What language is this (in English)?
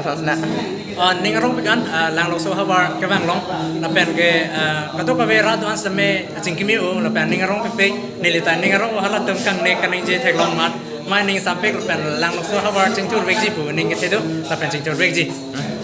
Karbi